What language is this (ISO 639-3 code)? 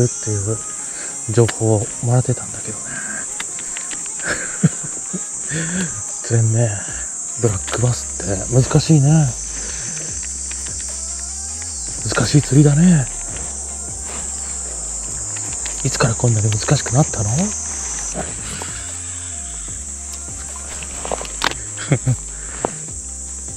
jpn